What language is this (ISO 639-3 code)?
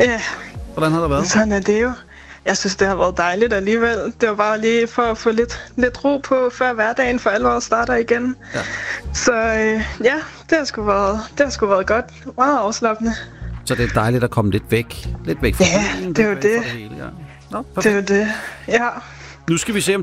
dan